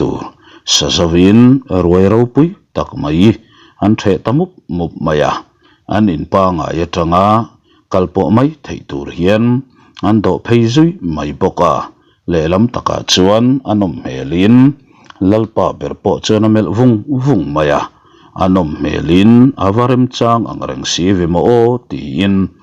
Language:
Mizo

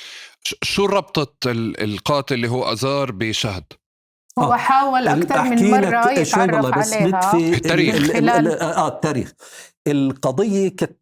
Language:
North Levantine Arabic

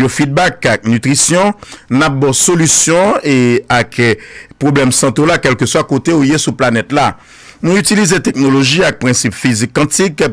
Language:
Haitian Creole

